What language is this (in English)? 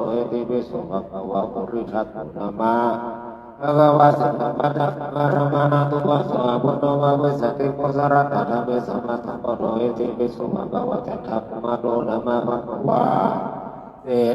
Pali